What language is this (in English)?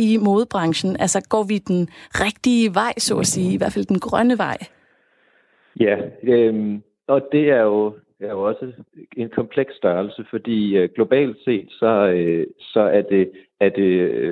Danish